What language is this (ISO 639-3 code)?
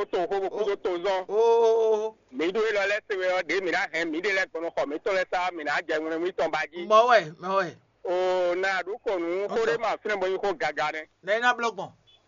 fon